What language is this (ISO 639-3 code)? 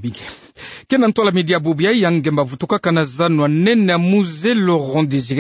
ktu